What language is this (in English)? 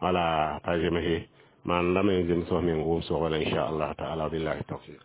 Mossi